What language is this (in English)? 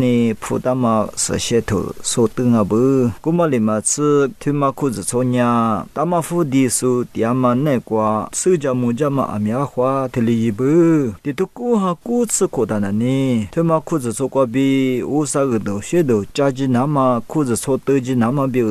Lisu